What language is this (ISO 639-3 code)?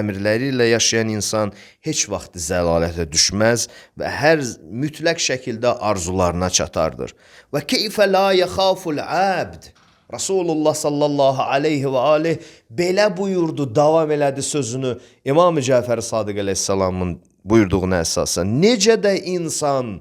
aze